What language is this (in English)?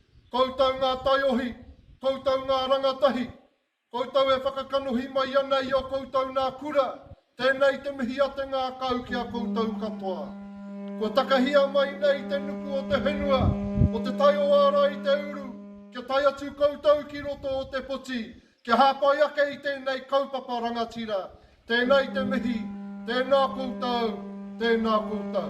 Māori